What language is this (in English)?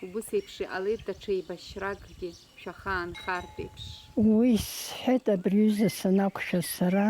Abkhazian